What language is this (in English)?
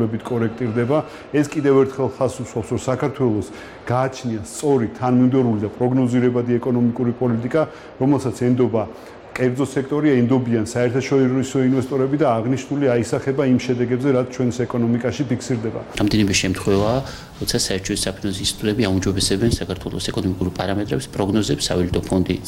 Georgian